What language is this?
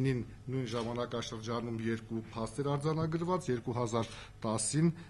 Armenian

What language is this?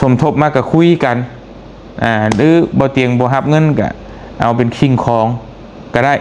Lao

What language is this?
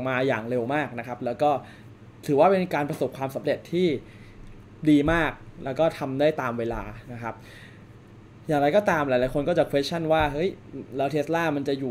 Thai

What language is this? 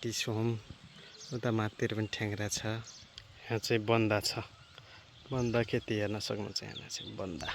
Nepali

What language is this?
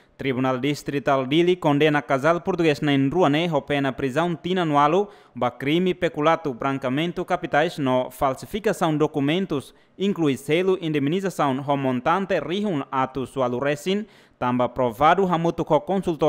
Tetum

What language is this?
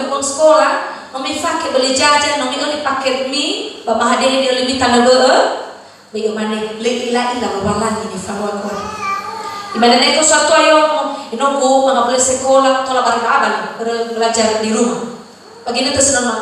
Nias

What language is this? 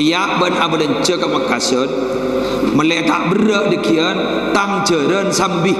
Madurese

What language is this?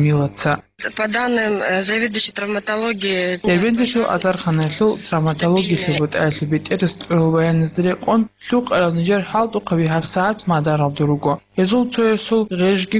Avaric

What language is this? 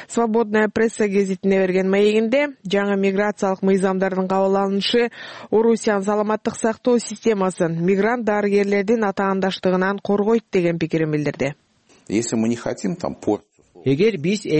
Kyrgyz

